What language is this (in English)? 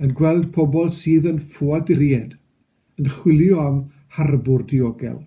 Welsh